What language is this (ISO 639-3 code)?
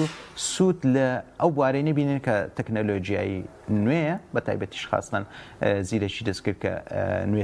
ckb